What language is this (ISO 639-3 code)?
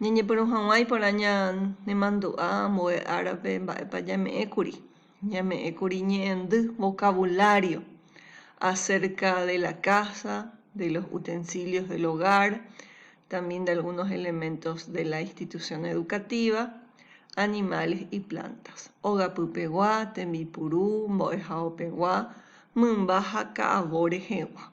grn